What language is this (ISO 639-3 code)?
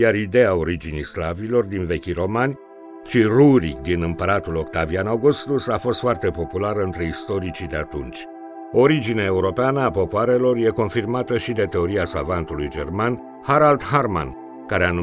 ron